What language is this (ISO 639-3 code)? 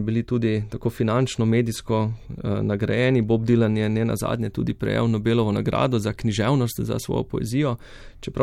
slv